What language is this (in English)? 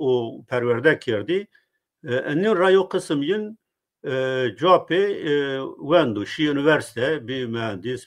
Zaza